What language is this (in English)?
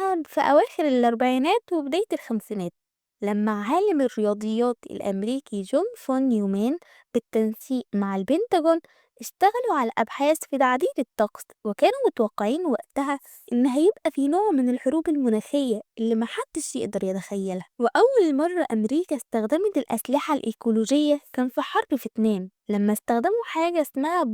Egyptian Arabic